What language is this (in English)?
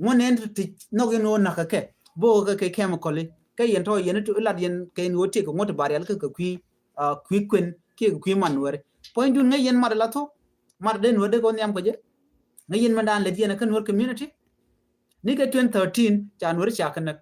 Nuer